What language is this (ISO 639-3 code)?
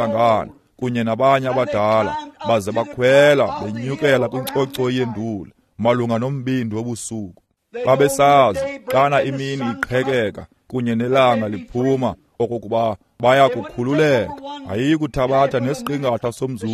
xho